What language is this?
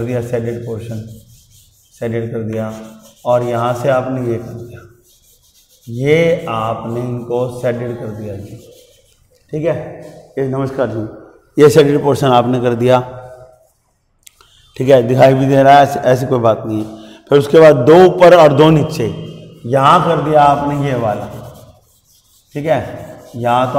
Hindi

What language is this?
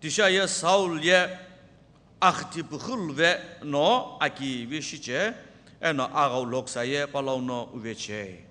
Sumi Naga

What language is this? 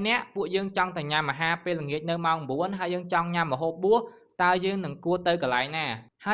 Khmer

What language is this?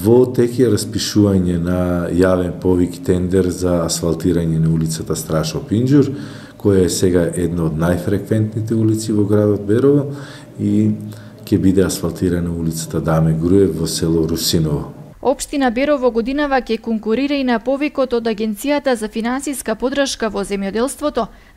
Macedonian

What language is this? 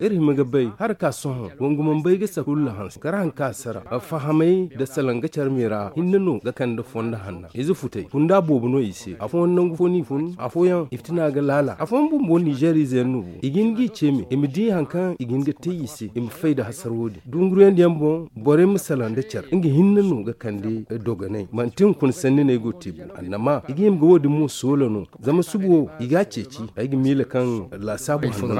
Zarma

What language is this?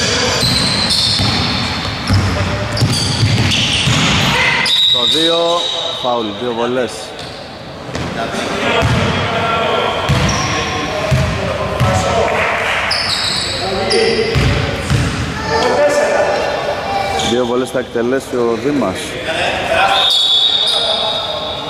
Greek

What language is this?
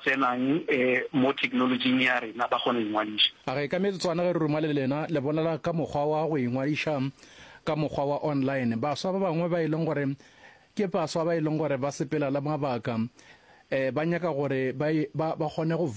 Northern Sotho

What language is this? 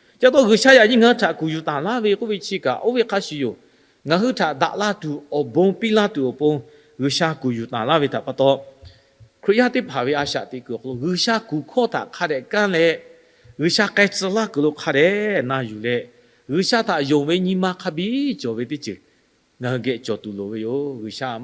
Lahu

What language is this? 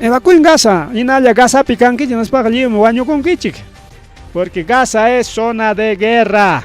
Ayacucho Quechua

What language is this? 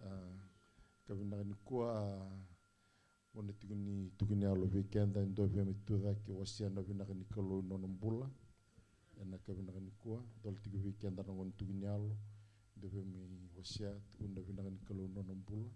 Fijian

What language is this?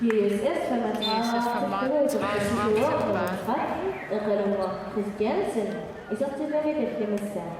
Kalaallisut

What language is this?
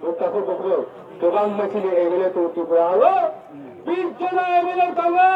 Riang (India)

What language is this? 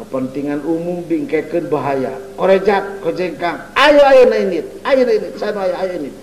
Sundanese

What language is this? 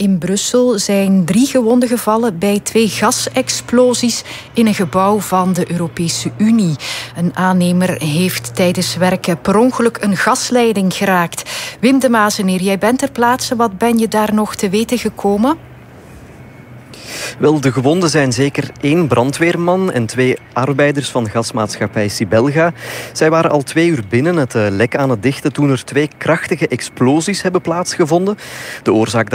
Dutch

